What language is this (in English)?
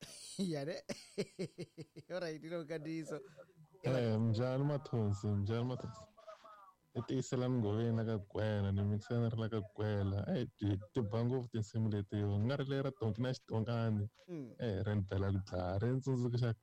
Tsonga